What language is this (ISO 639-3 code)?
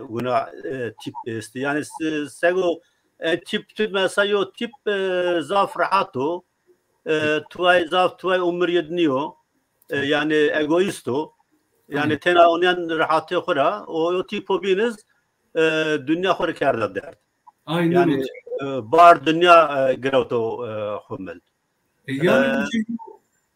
zza